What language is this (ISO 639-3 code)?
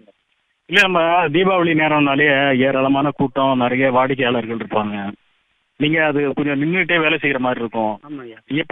tam